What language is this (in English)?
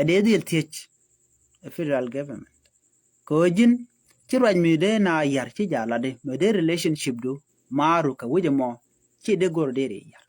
Nuer